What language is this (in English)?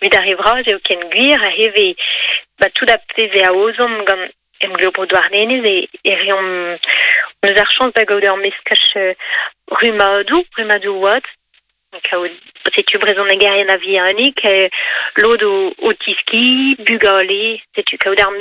Breton